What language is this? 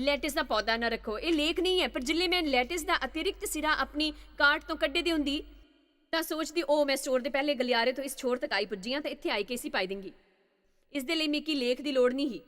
Dogri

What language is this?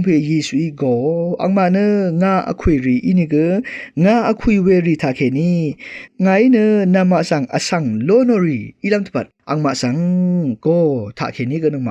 Rawang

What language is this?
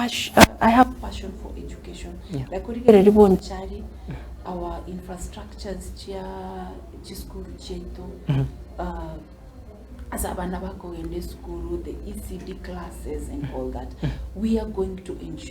Gusii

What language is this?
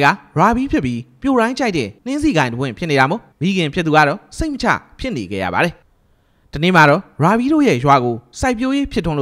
Burmese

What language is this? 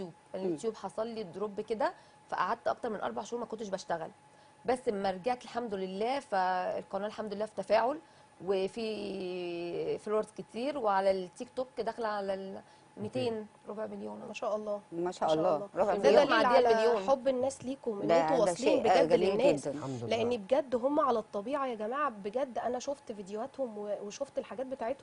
Egyptian Arabic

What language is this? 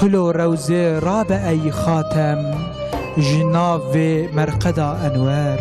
Kurdish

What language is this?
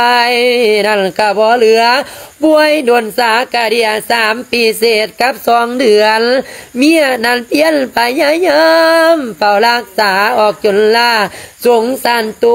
Lao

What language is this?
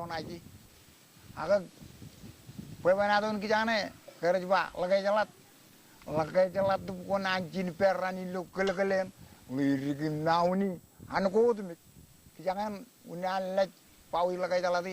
Marshallese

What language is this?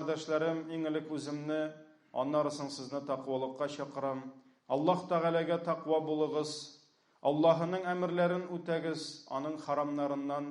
Tatar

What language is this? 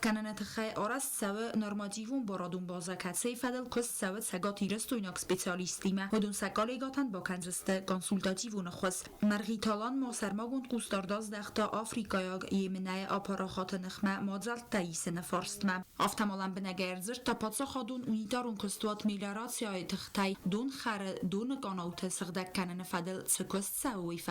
Ossetic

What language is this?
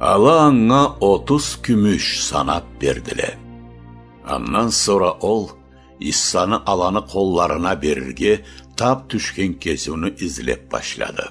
Karachay-Balkar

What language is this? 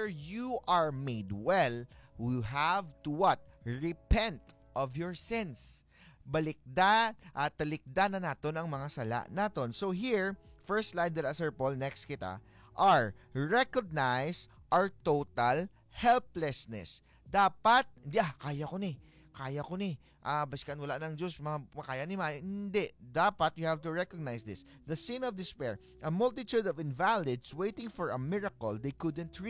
Hiligaynon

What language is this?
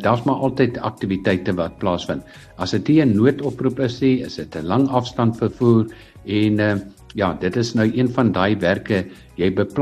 Afrikaans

